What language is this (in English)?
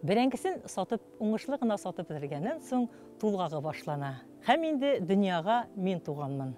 Tatar